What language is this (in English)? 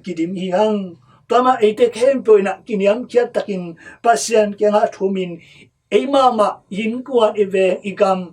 Tedim Chin